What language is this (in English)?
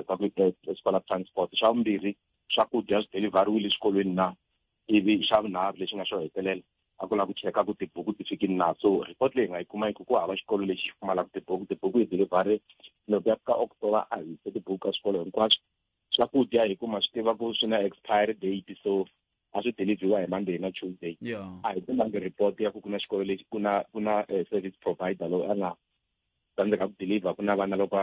Tsonga